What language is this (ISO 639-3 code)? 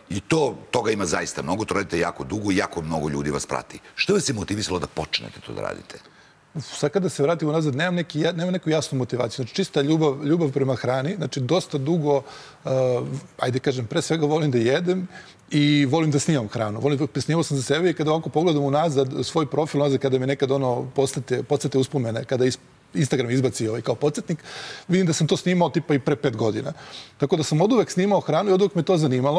srp